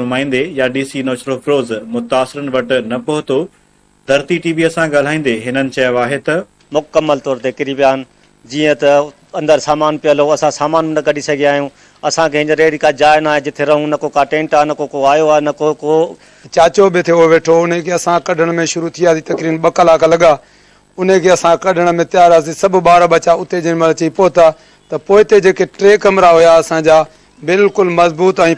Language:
Sindhi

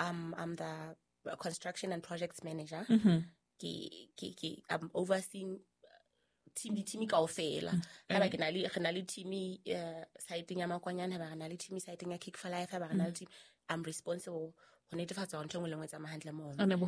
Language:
Southern Sotho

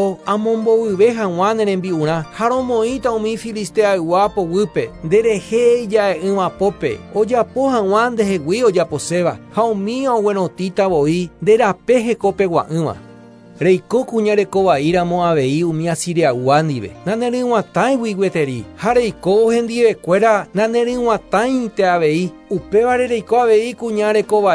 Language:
Guarani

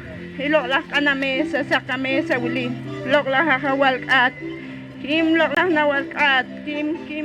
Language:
Poqomchi'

